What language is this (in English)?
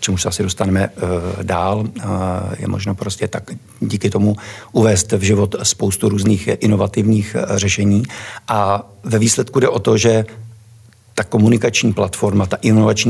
Czech